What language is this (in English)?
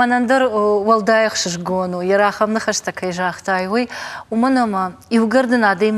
Ossetic